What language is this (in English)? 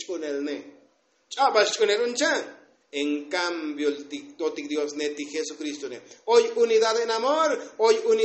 Tzotzil